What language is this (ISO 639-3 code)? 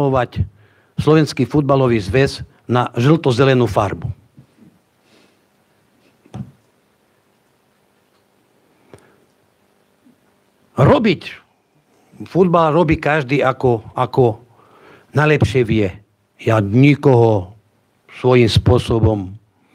slk